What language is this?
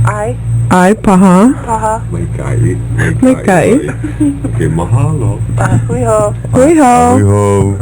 Hawaiian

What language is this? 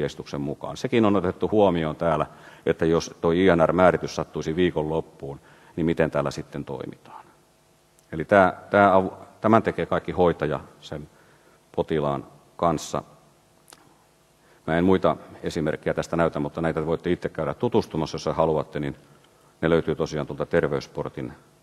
Finnish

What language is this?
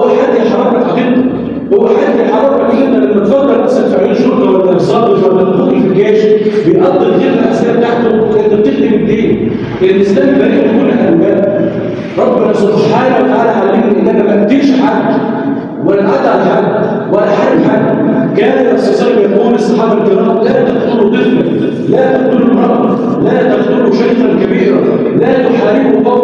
Egyptian Arabic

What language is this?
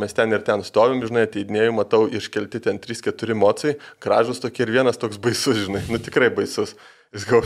Lithuanian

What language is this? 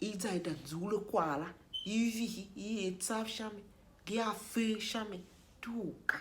Tiv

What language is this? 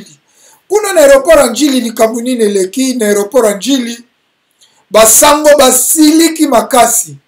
Lingala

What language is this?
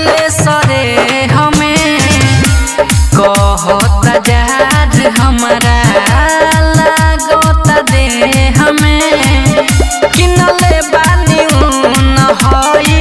Bhojpuri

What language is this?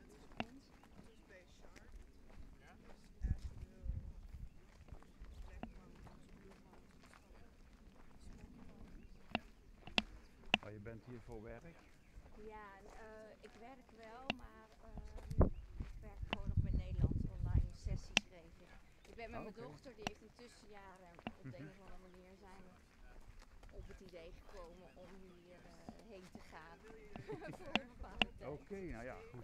Dutch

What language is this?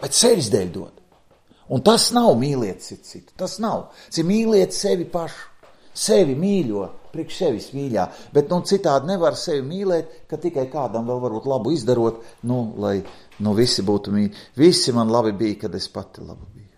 Latvian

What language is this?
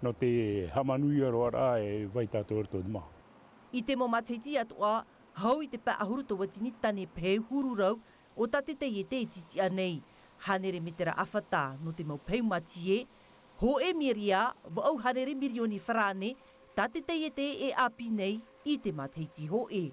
Tahitian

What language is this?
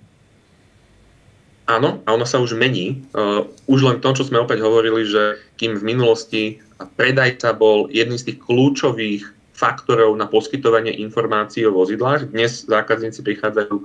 Slovak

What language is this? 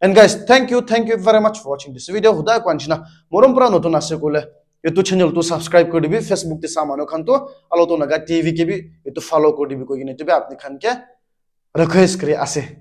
Naga Pidgin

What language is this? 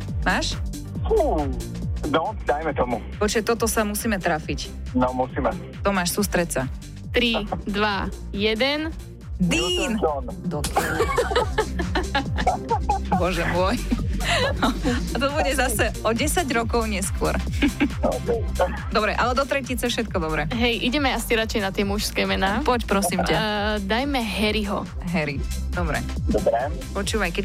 Slovak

